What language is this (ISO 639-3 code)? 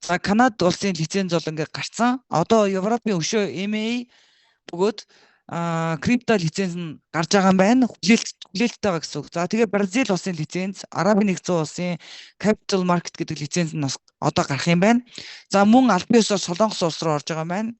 mon